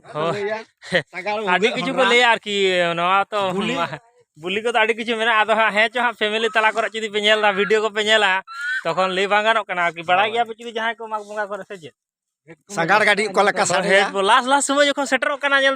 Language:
Santali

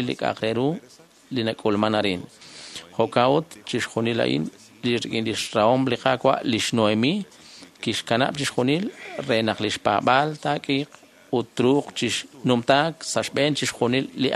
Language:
Kekchí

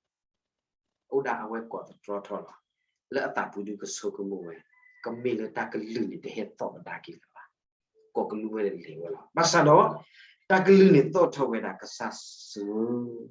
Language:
S'gaw Karen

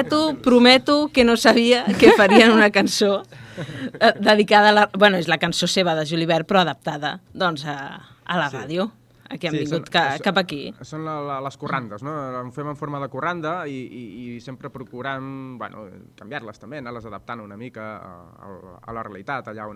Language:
Catalan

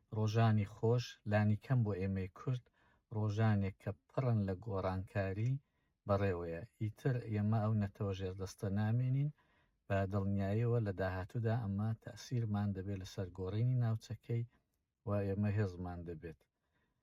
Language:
Central Kurdish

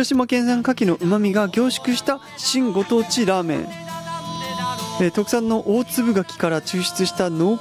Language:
Japanese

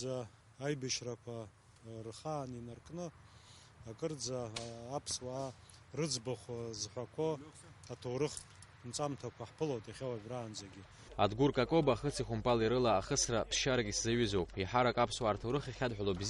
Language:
Abkhazian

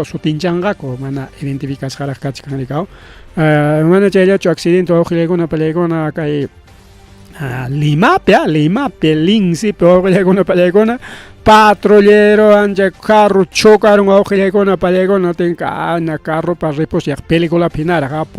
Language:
Ayacucho Quechua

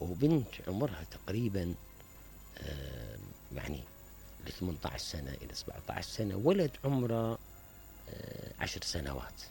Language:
Mesopotamian Arabic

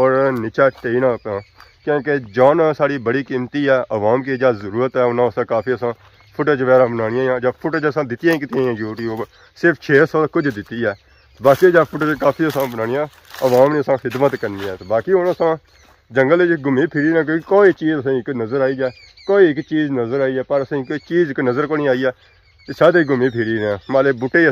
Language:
Pahari-Potwari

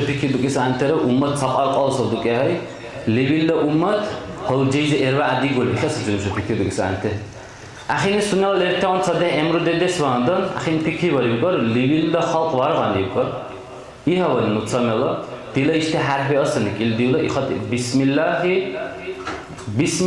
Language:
Dargwa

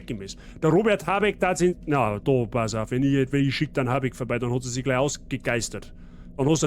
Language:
Bavarian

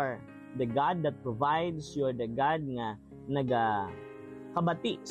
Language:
Hiligaynon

